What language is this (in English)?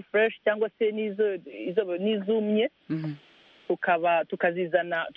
Kinyarwanda